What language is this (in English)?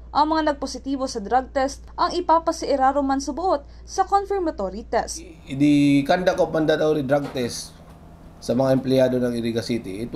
Bikol